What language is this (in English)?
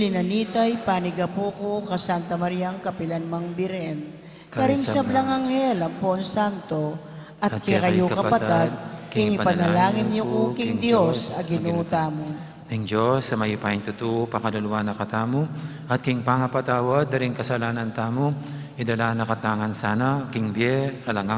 Pampanga